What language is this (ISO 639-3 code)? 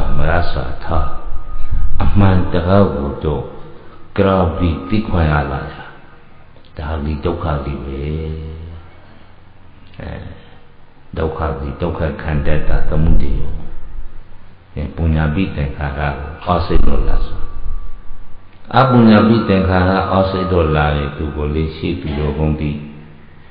mya